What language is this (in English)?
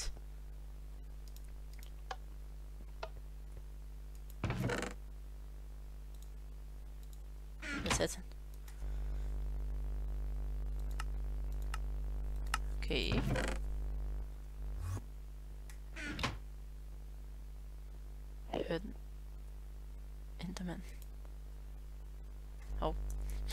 Danish